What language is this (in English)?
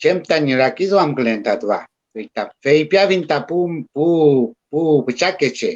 Mapuche